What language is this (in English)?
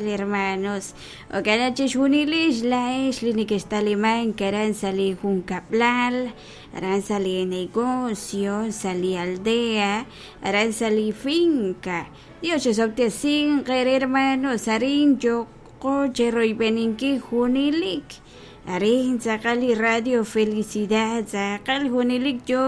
Kekchí